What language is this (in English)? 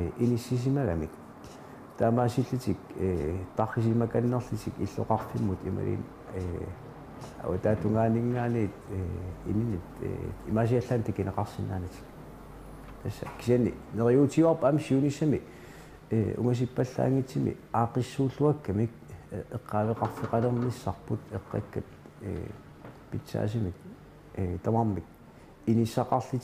Kalaallisut